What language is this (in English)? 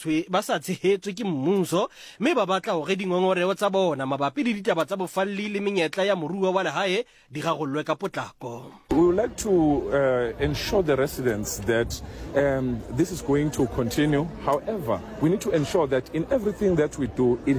Southern Sotho